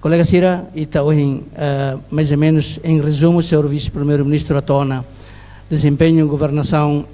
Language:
Tetum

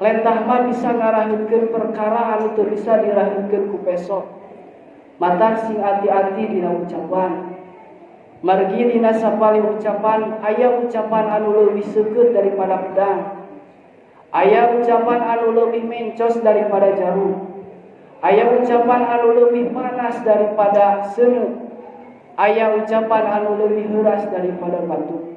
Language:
Sundanese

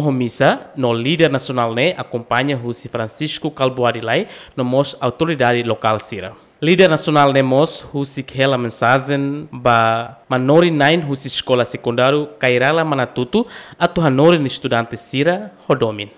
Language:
Tetum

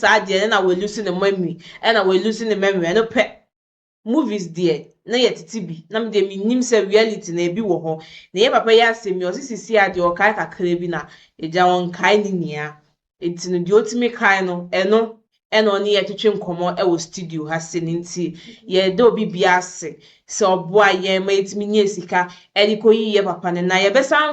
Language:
Akan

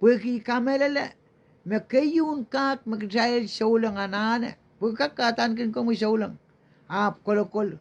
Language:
Pohnpeian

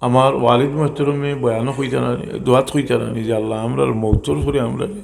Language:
Sylheti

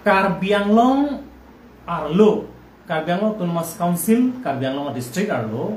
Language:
Karbi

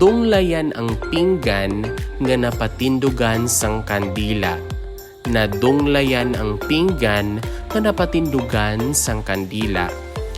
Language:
Hiligaynon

